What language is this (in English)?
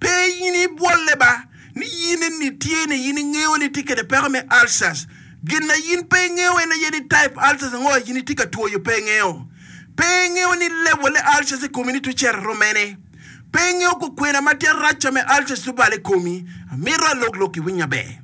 Acoli